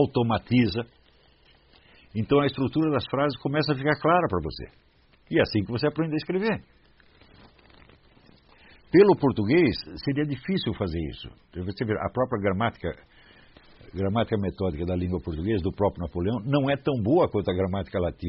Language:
Portuguese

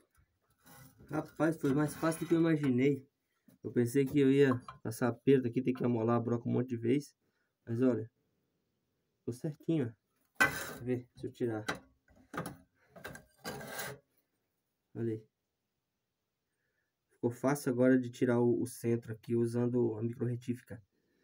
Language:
Portuguese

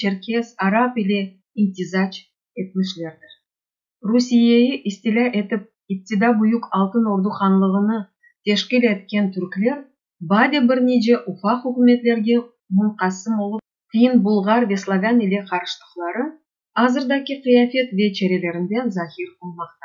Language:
Crimean Tatar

